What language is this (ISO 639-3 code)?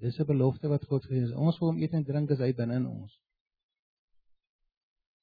afr